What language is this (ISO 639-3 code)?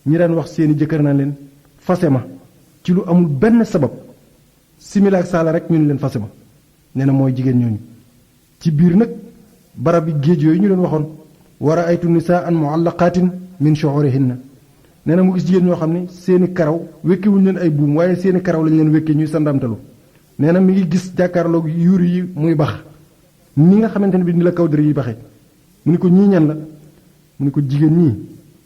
wol